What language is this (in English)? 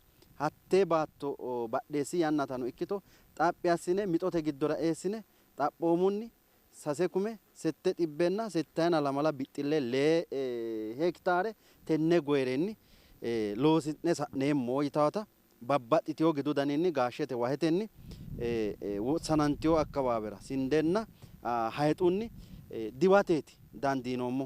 Sidamo